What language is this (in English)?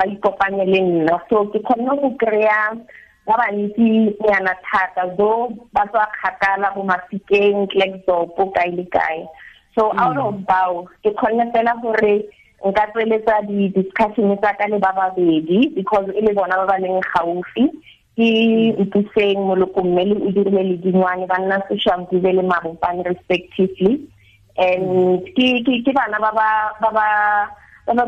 Tswana